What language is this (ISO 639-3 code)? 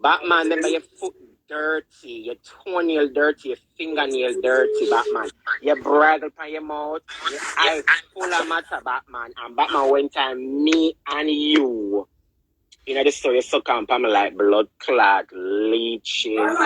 jam